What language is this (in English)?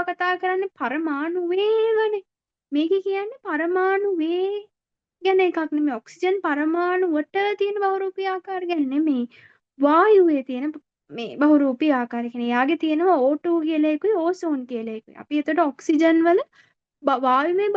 Sinhala